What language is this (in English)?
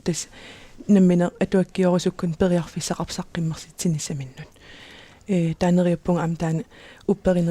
Kalaallisut